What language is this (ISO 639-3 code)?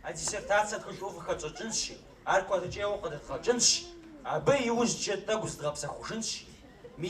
kbd